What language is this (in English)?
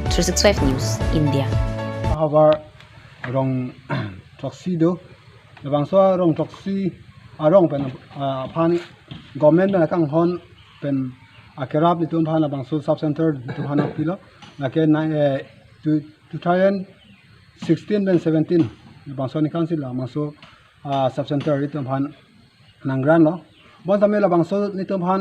Karbi